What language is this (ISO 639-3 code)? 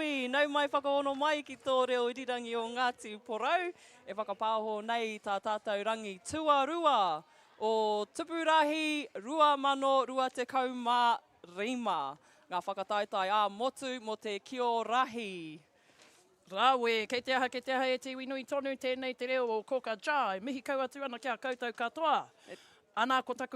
mri